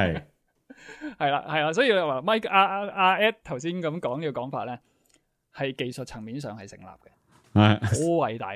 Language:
Cantonese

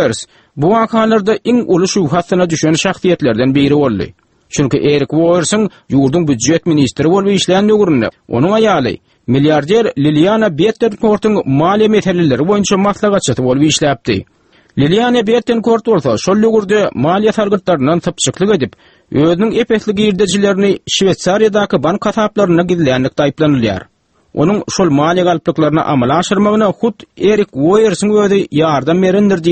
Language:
Turkmen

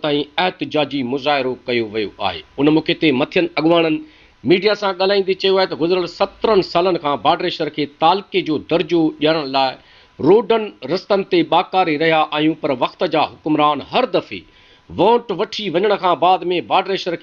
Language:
Sindhi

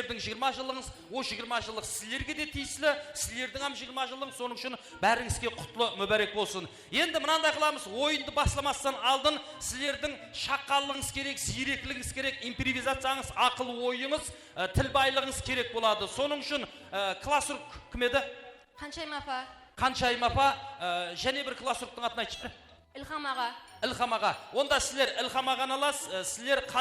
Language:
Kara-Kalpak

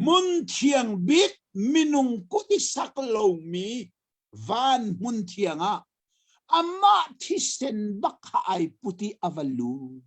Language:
Hakha Chin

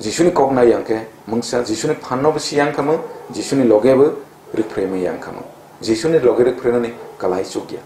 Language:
Kok Borok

